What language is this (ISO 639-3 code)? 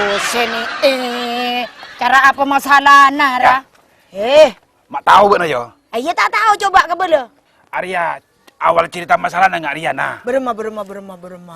mad